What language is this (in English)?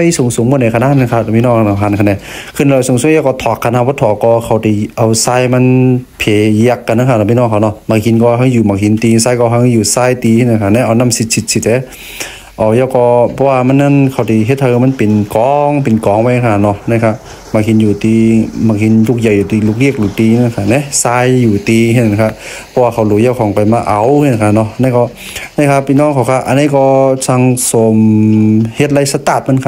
Shan